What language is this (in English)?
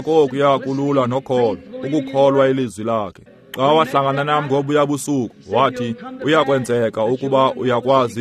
Xhosa